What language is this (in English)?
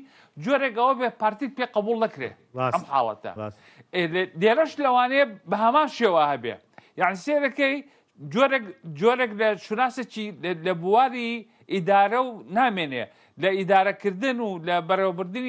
Central Kurdish